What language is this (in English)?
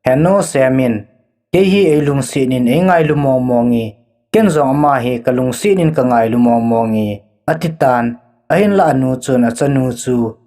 Thado Chin